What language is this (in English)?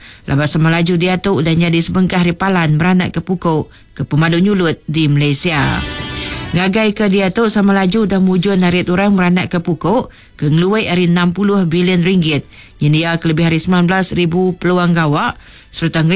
Iban